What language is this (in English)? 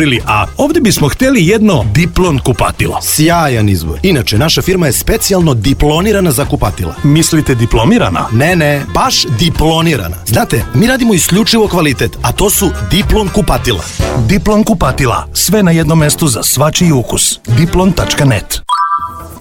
Serbian